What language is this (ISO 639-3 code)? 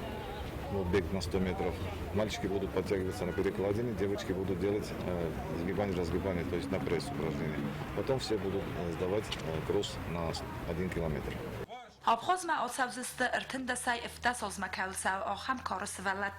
oss